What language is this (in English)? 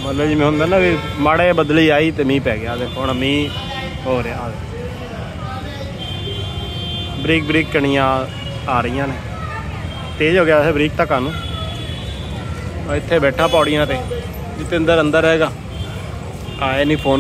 Punjabi